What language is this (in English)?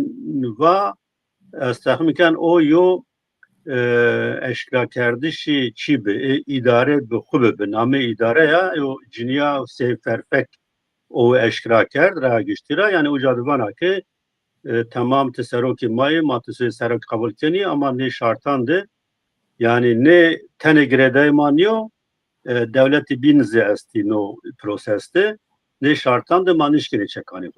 Zaza